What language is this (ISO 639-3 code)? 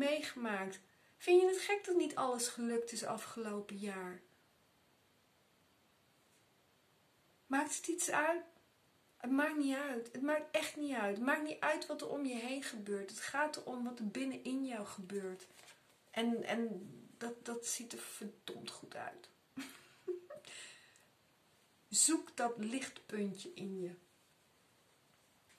nld